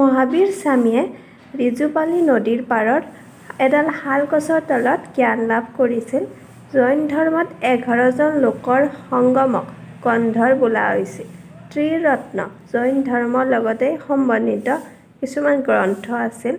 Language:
Assamese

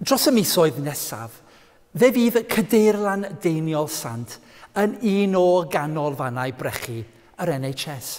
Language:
Welsh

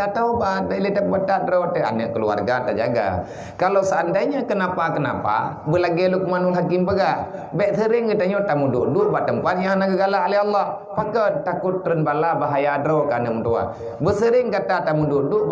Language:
Achinese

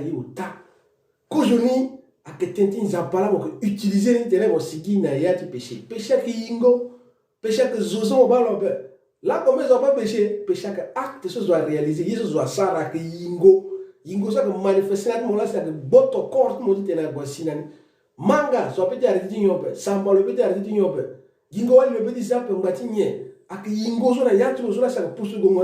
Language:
Sango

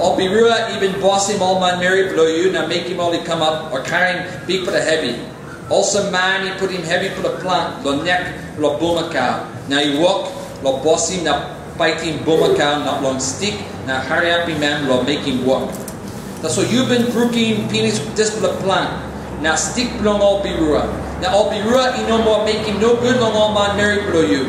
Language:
Tok Pisin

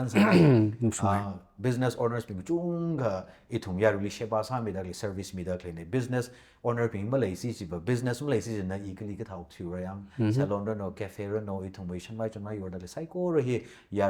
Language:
Tangkhul Naga (India)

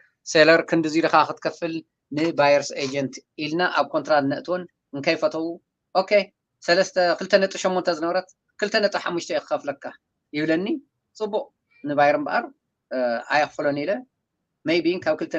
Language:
Tigrinya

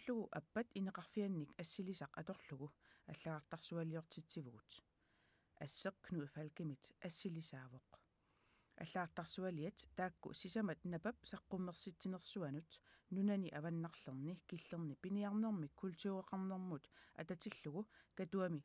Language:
Kalaallisut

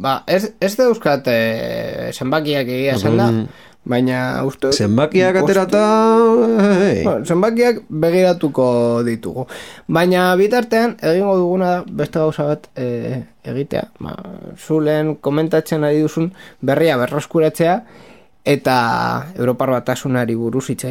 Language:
Basque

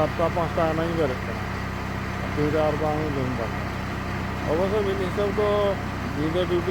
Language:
Santali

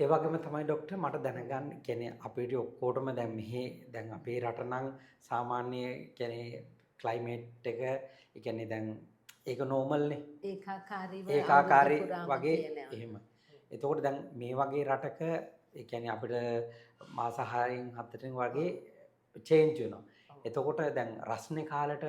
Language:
Sinhala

